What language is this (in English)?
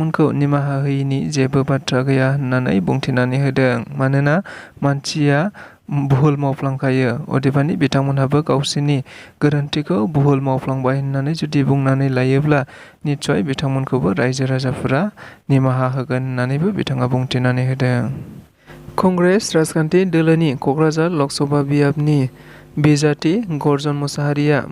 Bodo